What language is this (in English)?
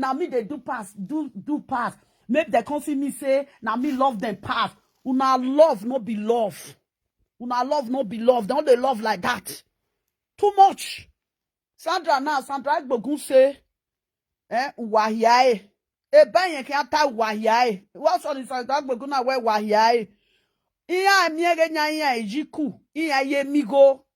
Nigerian Pidgin